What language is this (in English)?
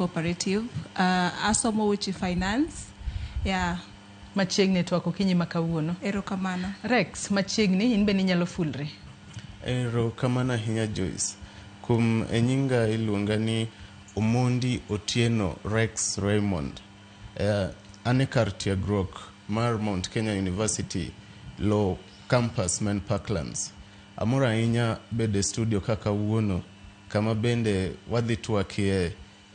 Luo (Kenya and Tanzania)